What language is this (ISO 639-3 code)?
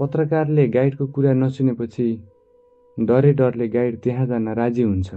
nep